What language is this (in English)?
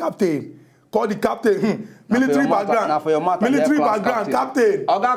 Nigerian Pidgin